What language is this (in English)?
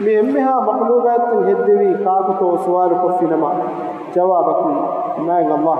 Divehi